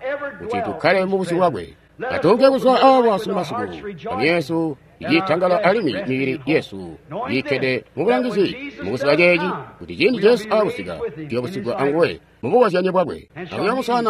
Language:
Tonga (Zambia)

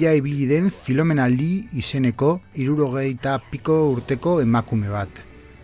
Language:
Basque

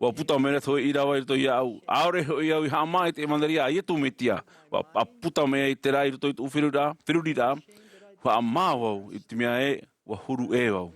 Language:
Tahitian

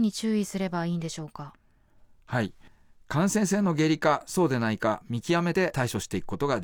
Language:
Japanese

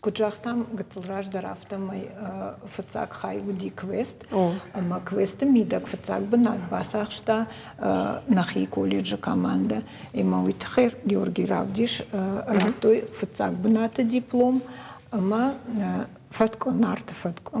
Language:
Ossetic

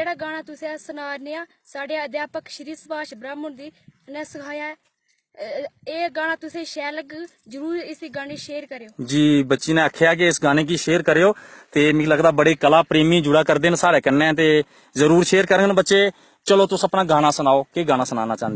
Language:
Dogri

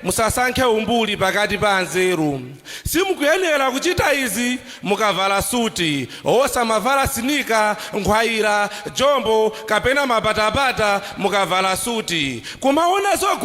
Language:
Nyanja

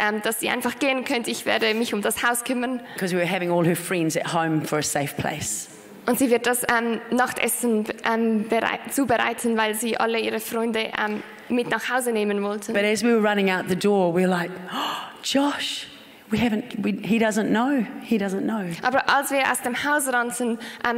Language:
Swiss German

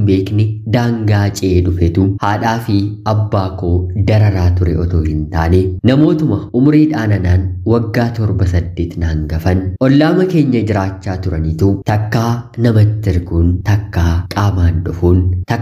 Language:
Oromo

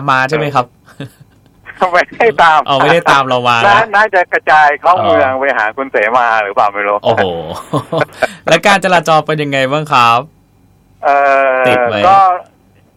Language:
Thai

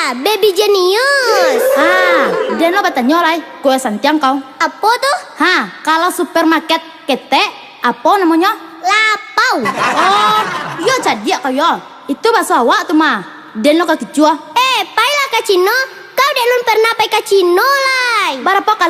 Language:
Minangkabau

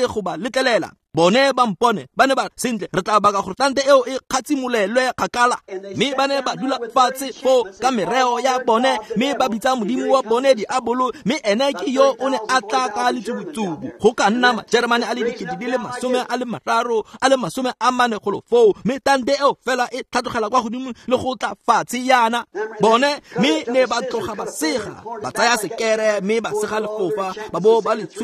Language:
Tswana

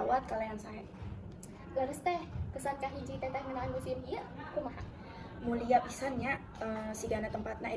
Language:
Sundanese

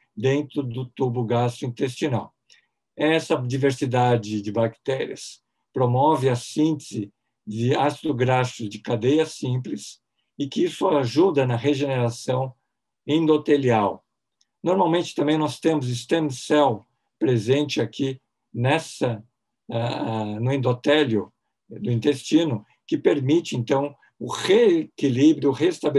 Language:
Portuguese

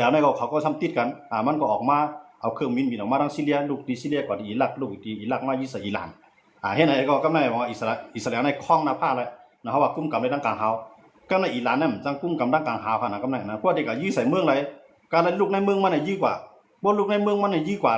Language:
Shan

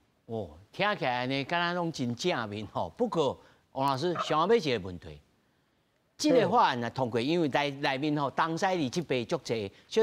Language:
Min Nan Chinese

